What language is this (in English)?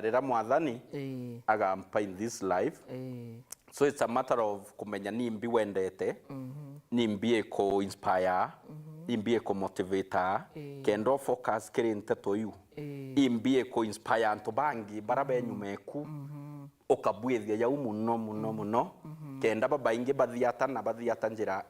Meru